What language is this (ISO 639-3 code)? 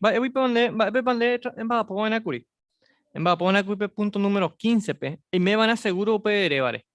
grn